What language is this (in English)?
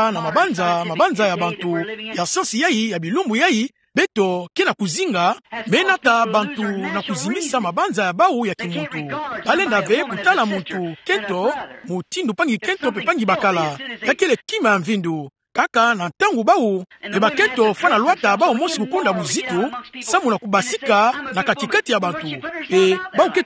Kituba (Democratic Republic of Congo)